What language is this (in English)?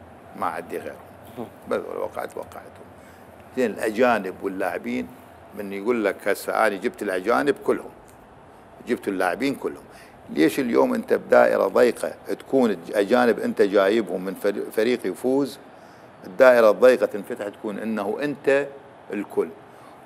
Mesopotamian Arabic